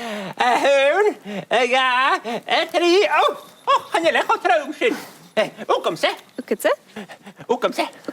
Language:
Scottish Gaelic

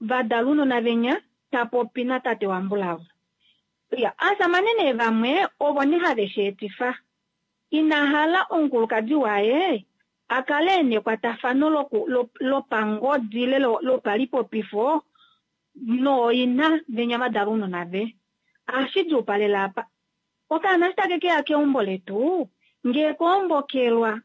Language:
Kuanyama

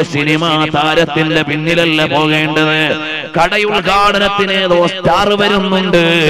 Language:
Malayalam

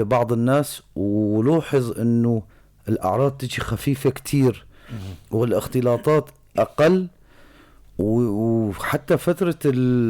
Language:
North Levantine Arabic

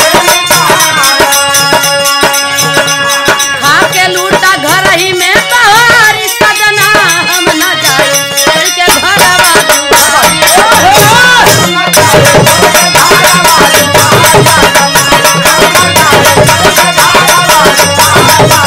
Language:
Bhojpuri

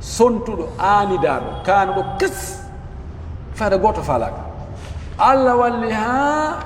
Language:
Pular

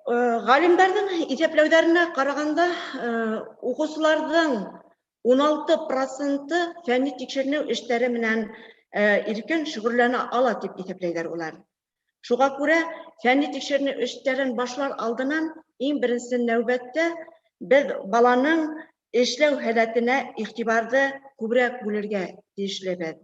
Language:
Bashkir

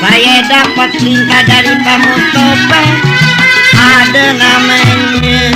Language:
Betawi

